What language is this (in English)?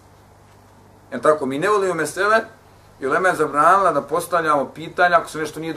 Bosnian